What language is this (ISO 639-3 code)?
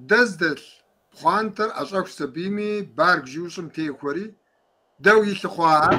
kbd